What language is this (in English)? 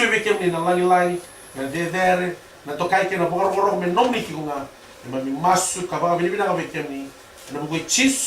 Fijian